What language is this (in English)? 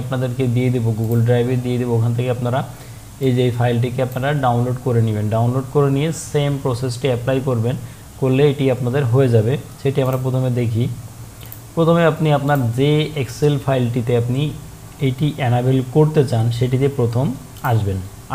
Bangla